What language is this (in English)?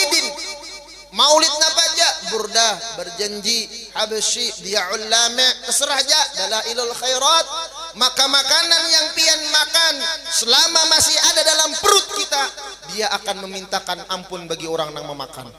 Banjar